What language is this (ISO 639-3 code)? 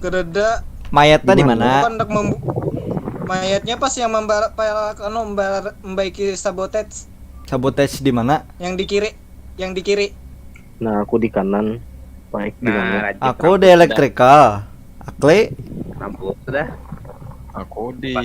bjn